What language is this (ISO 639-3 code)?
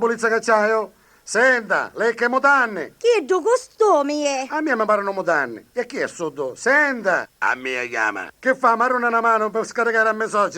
nap